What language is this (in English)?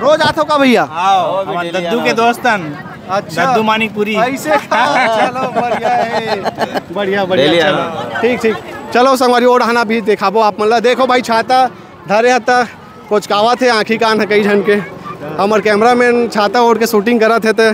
Chhattisgarhi